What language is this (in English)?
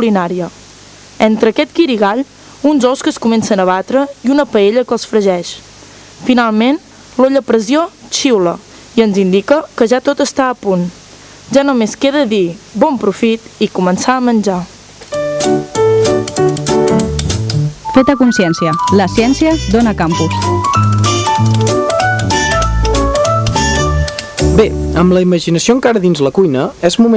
Catalan